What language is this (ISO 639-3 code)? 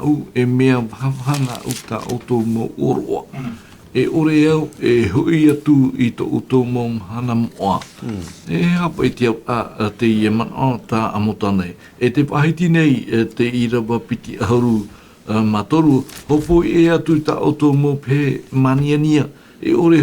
tah